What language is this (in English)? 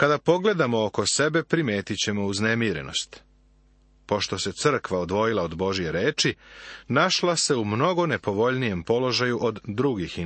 Serbian